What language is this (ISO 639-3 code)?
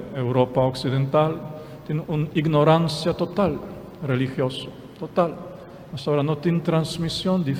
pap